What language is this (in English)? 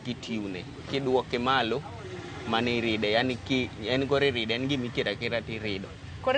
Luo (Kenya and Tanzania)